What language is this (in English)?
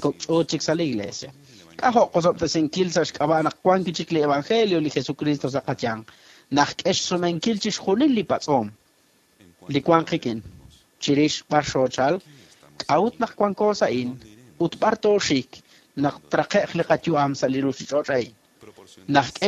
Kekchí